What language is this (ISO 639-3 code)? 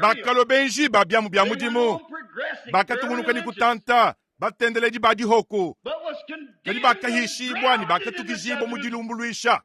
lua